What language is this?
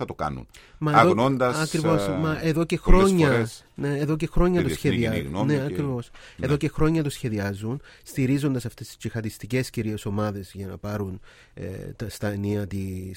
Greek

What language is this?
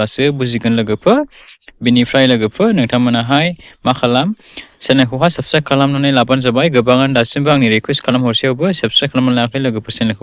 Bodo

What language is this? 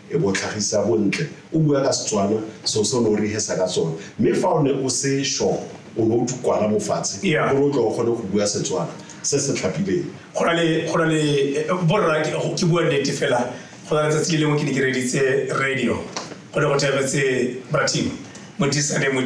Tswana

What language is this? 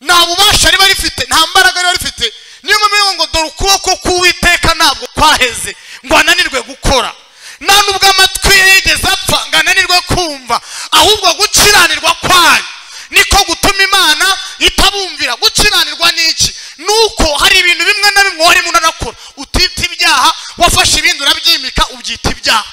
Kinyarwanda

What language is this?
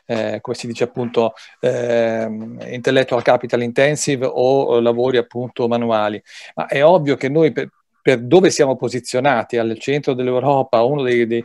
Italian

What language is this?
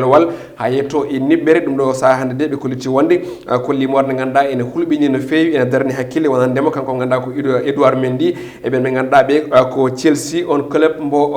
Fula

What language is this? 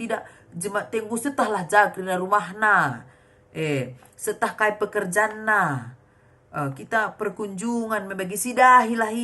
Batak Karo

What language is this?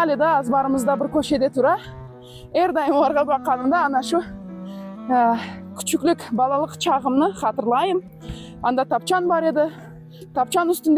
Crimean Tatar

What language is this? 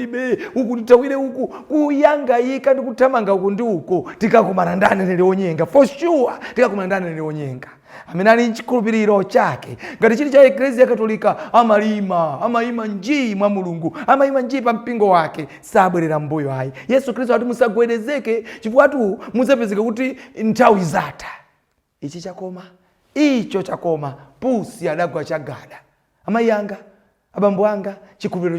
Nyanja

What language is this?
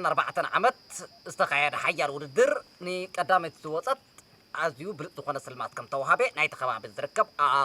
Tigrinya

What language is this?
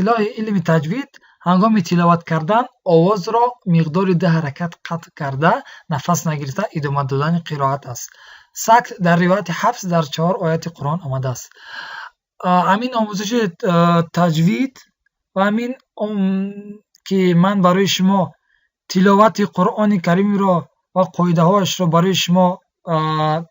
Tajik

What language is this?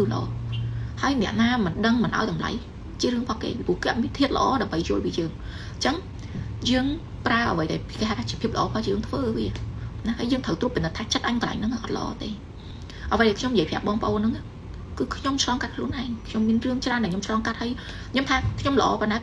Khmer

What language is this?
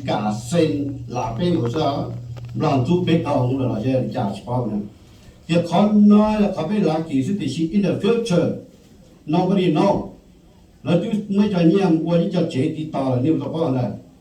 Hmong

